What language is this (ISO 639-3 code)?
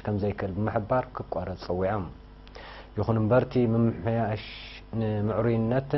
tir